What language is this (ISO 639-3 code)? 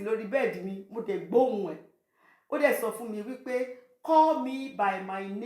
yor